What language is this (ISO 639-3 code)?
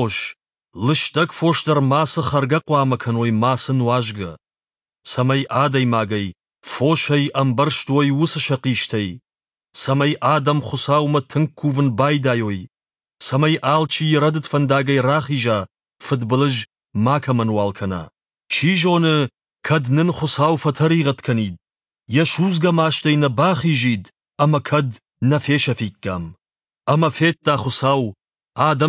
oss